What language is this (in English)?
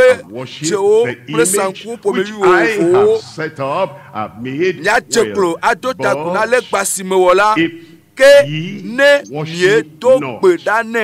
Ewe